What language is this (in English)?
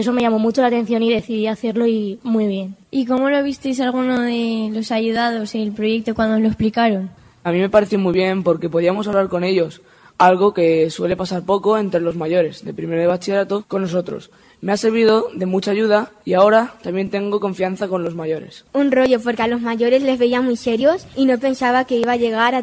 Spanish